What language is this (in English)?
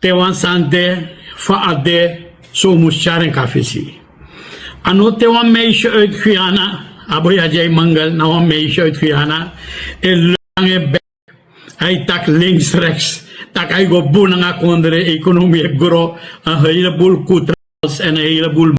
Sranan Tongo